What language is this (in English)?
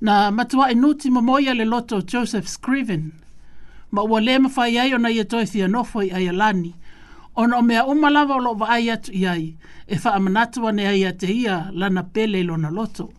Samoan